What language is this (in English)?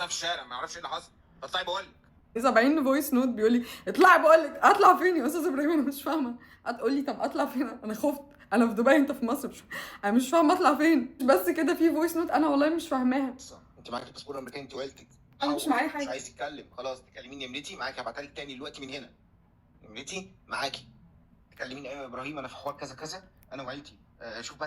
Egyptian Arabic